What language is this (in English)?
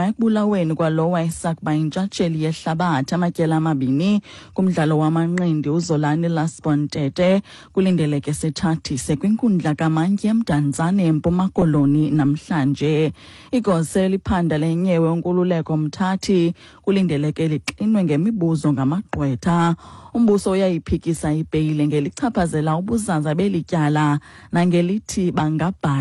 Xhosa